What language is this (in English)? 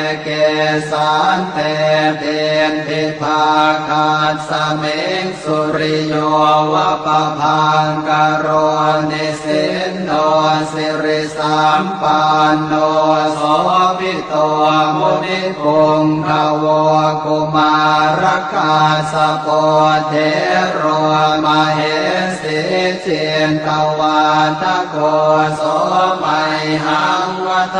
Pali